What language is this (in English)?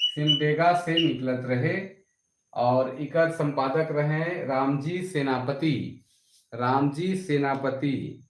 Sadri